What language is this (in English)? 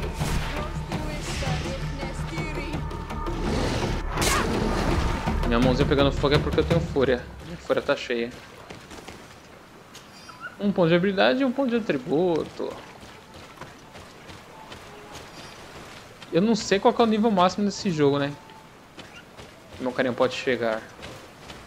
Portuguese